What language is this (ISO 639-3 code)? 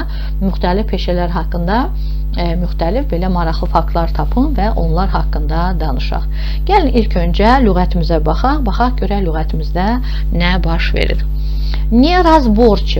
aze